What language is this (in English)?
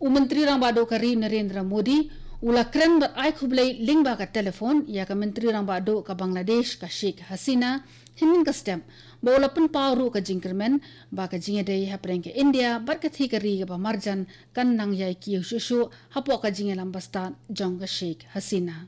Khasi